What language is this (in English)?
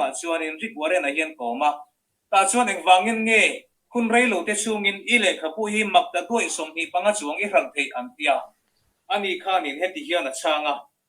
Mizo